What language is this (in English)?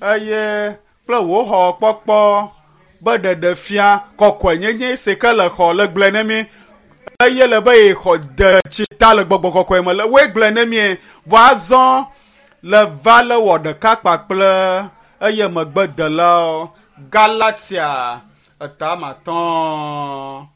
Ewe